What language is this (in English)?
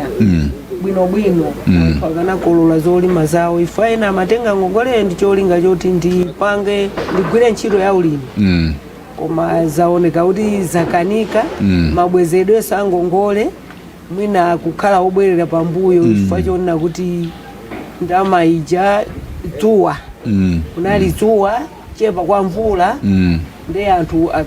Nyanja